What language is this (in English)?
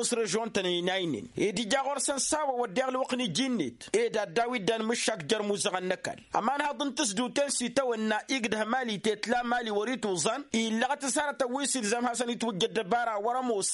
Tamasheq